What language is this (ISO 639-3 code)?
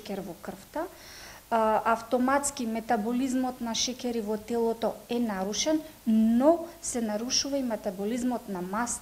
mkd